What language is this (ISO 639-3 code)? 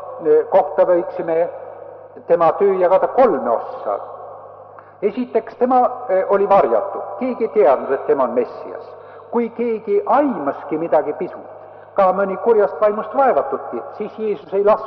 est